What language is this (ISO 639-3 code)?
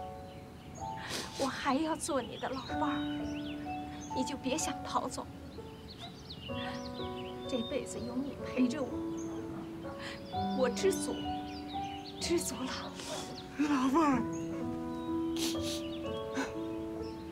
zho